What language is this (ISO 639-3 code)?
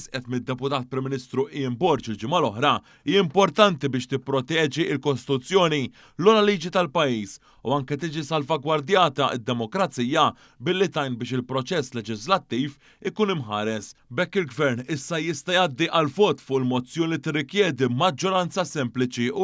mlt